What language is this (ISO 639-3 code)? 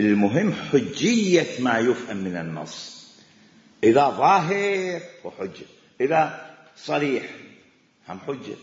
acm